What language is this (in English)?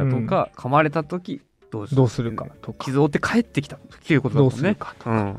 Japanese